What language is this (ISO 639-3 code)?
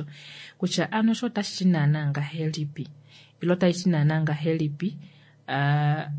kua